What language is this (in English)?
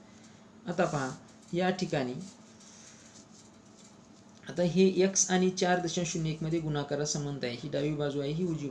Marathi